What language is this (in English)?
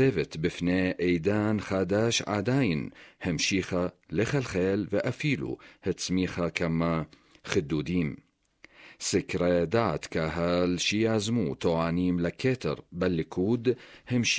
Hebrew